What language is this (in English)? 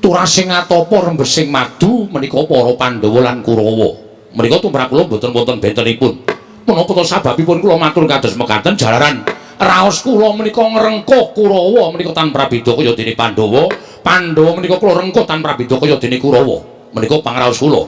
Javanese